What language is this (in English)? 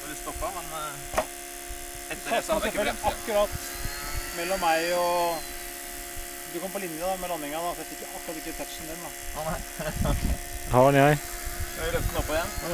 Norwegian